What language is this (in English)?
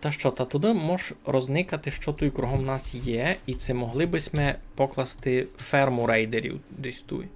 Rusyn